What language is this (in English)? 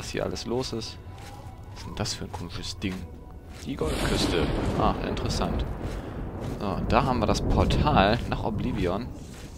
German